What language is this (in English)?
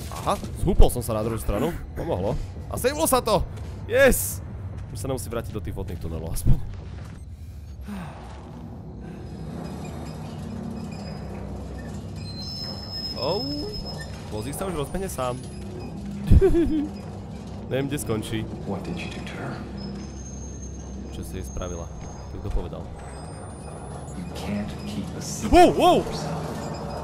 Slovak